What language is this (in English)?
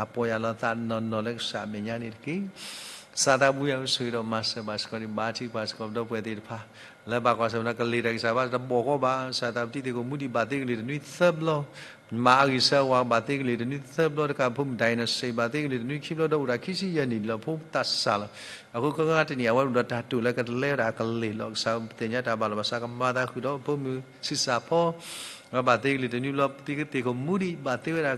S'gaw Karen